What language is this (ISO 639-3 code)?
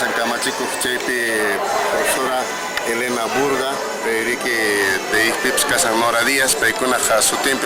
que